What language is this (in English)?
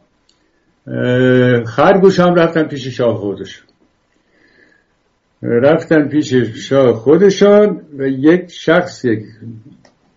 Persian